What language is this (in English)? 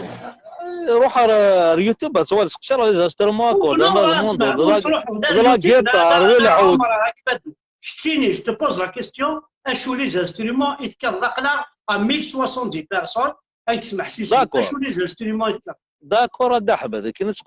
Kabyle